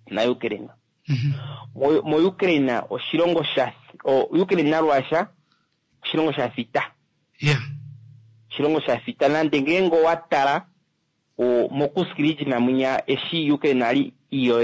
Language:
Kuanyama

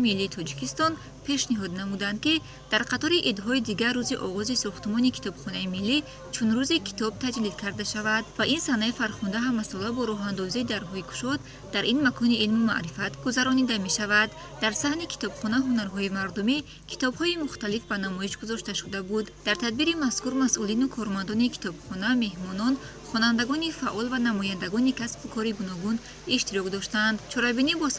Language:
Tajik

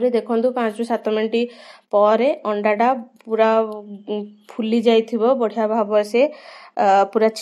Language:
Odia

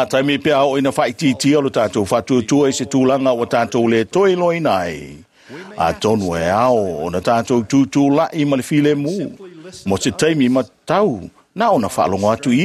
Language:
Samoan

